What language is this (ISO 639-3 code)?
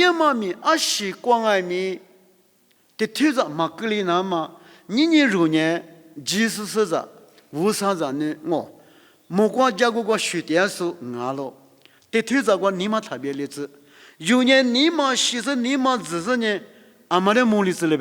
lis